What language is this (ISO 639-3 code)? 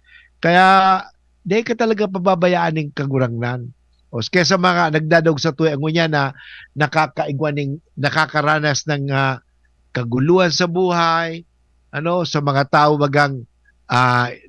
bik